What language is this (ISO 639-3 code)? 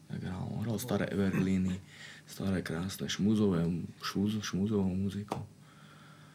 slk